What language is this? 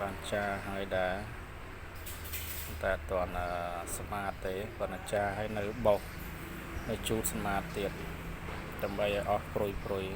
Khmer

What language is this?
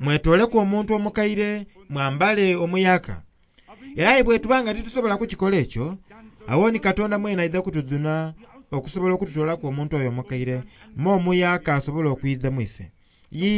Soga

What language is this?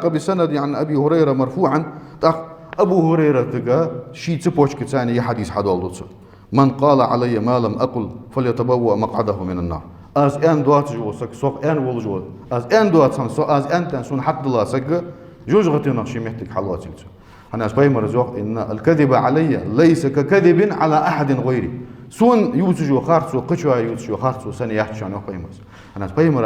Ingush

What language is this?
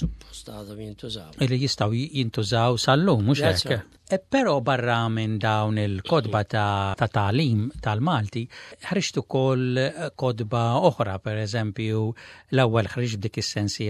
Maltese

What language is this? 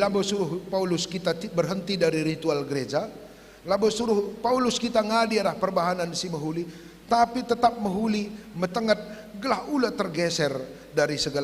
Batak Karo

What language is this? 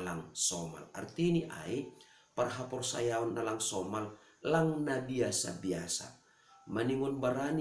Batak Simalungun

